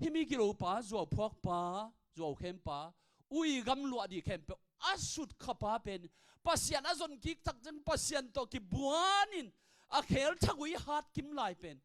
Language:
Tedim Chin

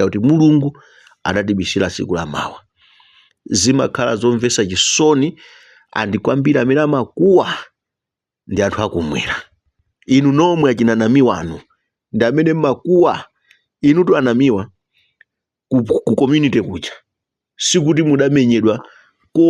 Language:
Nyanja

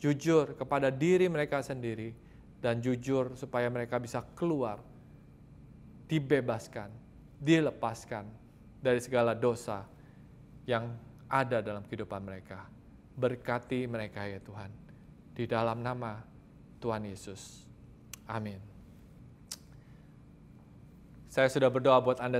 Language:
Indonesian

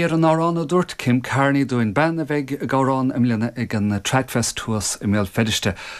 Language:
Irish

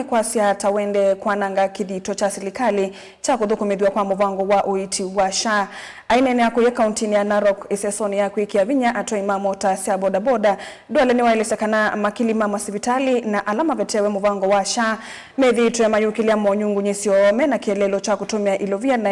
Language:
Kamba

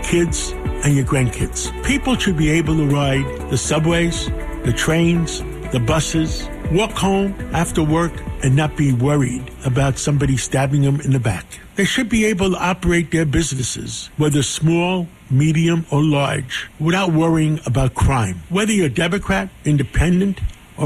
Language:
English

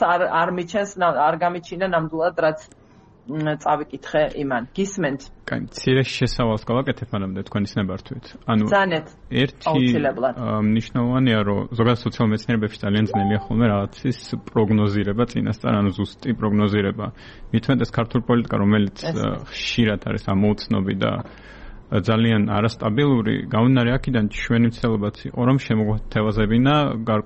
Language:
Georgian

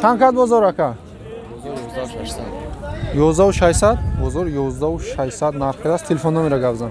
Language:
Tajik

